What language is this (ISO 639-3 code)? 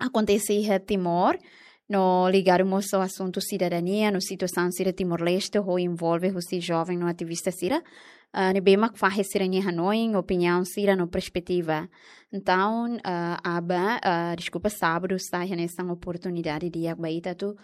tet